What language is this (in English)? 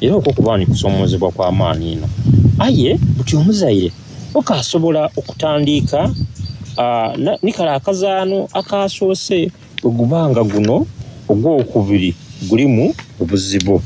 Soga